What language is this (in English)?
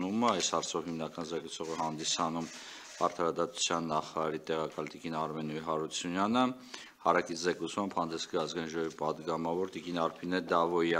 Armenian